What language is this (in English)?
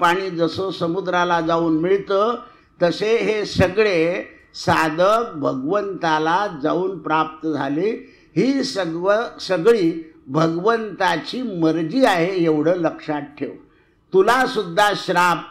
Marathi